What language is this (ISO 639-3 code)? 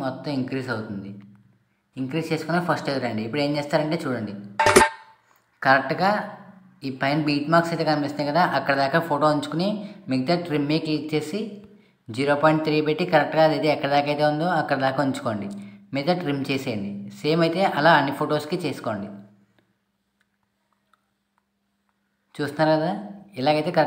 tel